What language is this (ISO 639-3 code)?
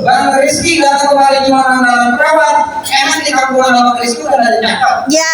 bew